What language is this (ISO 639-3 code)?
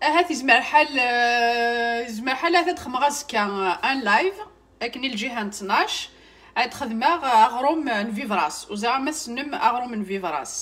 kab